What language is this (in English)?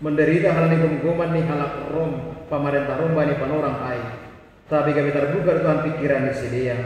Batak Simalungun